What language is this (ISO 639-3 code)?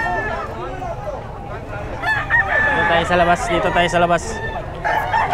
fil